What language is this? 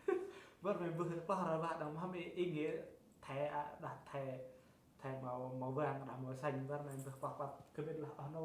Central Mnong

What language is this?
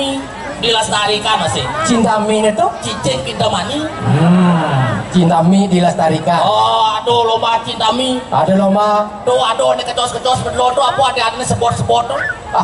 Balinese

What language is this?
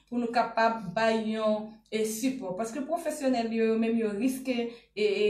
Haitian Creole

